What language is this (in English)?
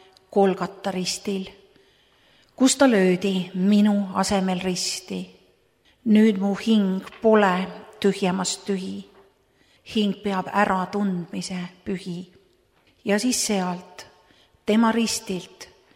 Estonian